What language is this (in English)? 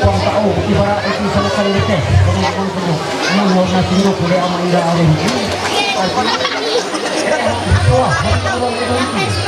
Ma'anyan